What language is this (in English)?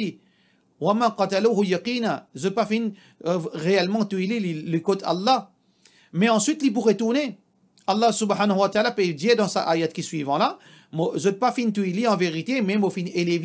Morisyen